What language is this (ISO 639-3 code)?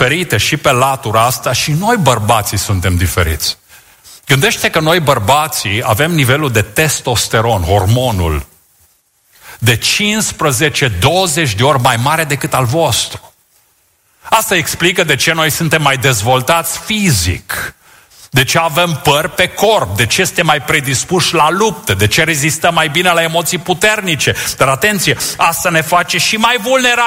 ron